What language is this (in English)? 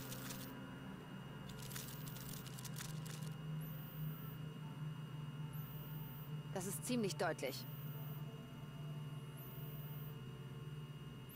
German